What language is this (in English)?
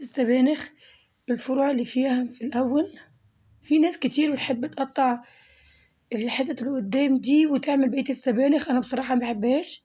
Egyptian Arabic